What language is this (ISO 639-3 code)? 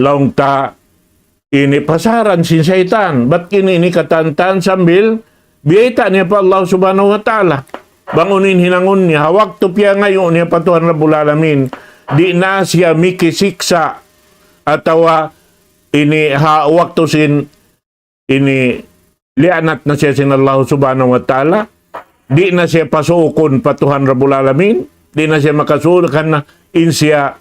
tsg